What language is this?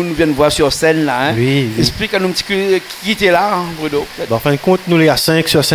Réunion Creole French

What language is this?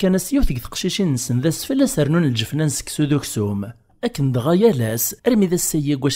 Kabyle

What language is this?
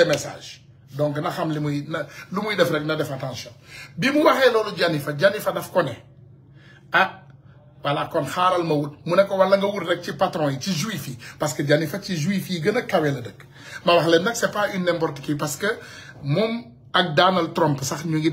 Wolof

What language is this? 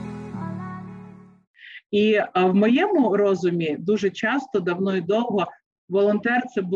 Ukrainian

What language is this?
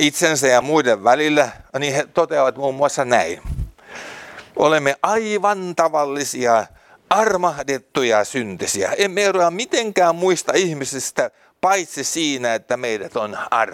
Finnish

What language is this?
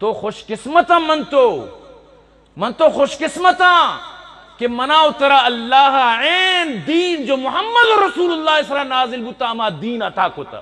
Eastern Balochi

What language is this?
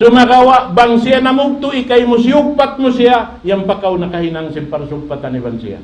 Tausug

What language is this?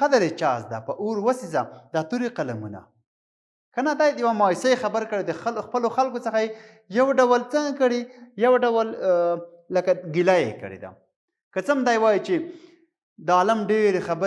Pashto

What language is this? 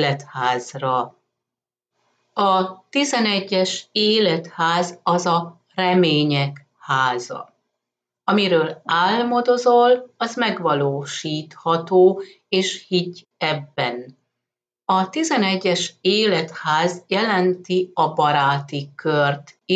Hungarian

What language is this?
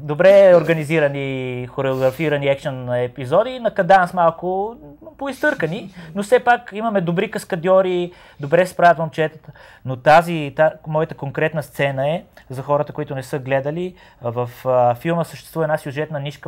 Bulgarian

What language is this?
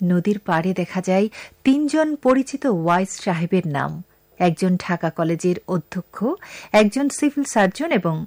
Bangla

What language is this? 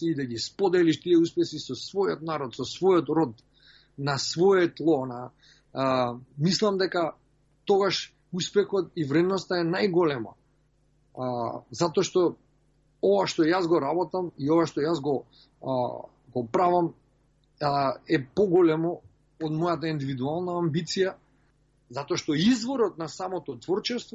Macedonian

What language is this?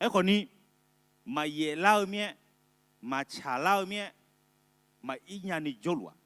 Akha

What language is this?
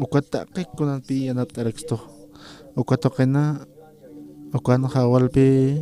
Aymara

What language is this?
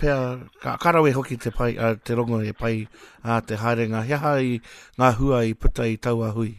Māori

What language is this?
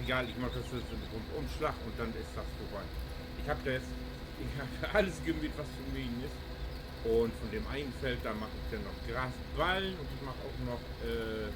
Low German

